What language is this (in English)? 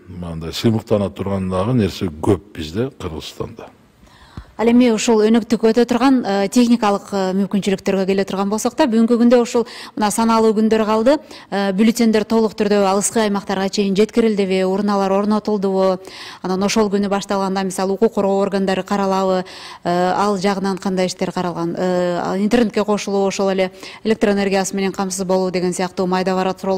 Kyrgyz